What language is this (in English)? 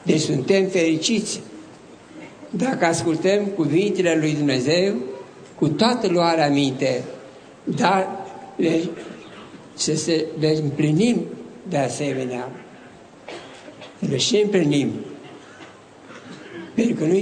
Romanian